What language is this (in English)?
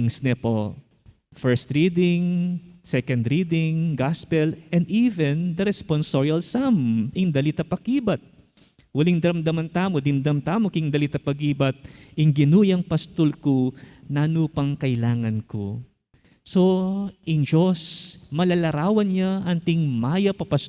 Pampanga